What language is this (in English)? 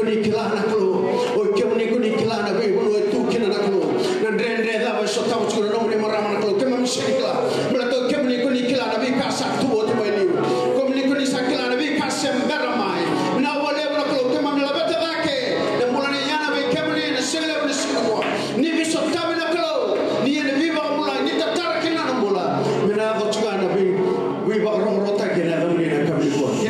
Fijian